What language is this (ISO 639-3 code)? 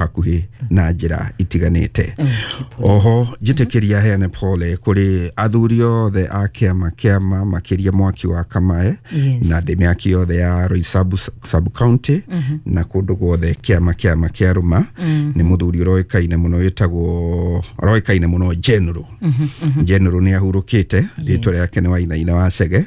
kik